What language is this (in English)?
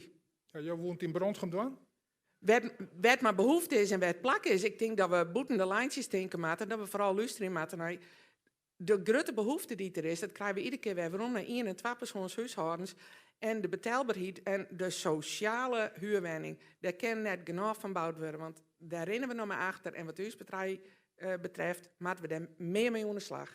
Western Frisian